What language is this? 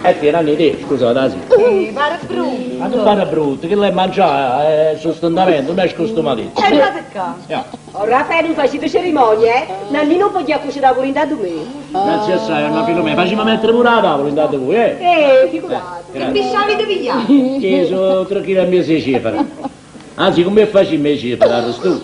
Neapolitan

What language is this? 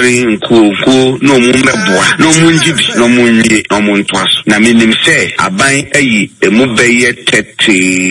Akan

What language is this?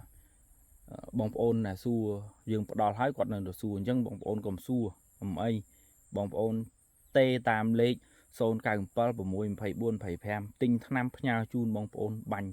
Khmer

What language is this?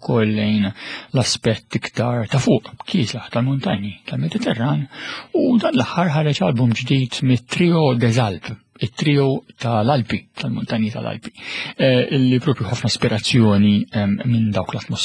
Maltese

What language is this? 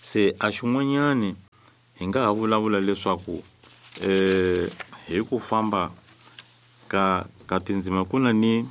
Tsonga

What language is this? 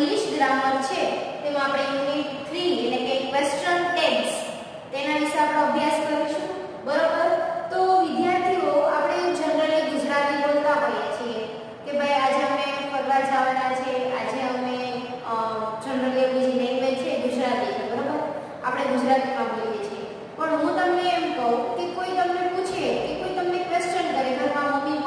Gujarati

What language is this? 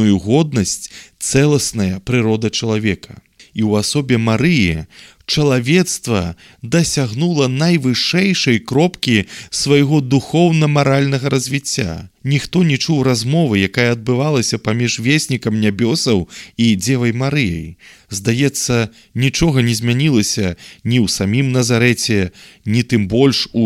Belarusian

